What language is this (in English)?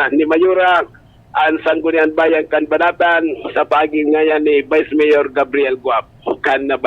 Bikol